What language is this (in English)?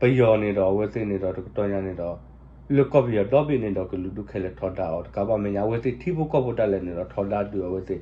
S'gaw Karen